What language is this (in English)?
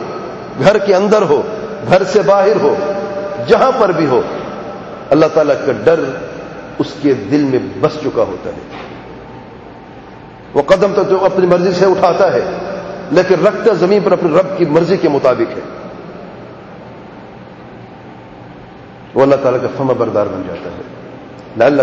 Urdu